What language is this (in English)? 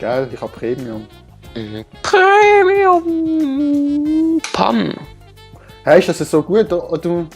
Swiss German